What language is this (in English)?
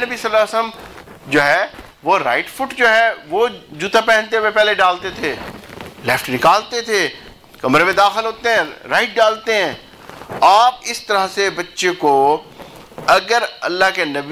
Urdu